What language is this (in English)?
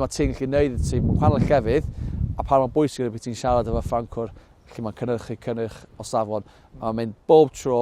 Welsh